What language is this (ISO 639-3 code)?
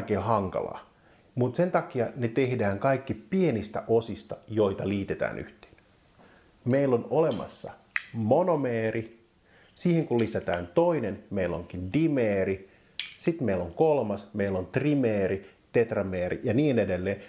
fin